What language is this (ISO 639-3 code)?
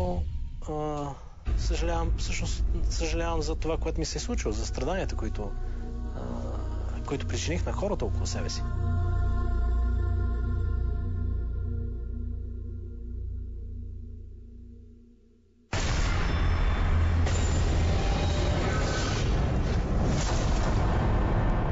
bul